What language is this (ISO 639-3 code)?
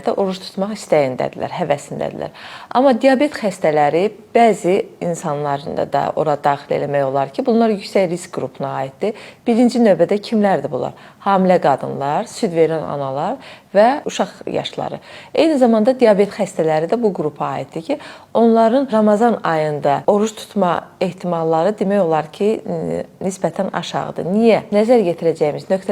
aze